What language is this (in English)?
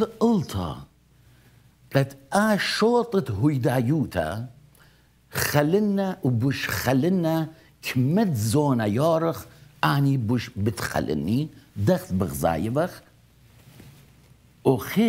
Assyrian Neo-Aramaic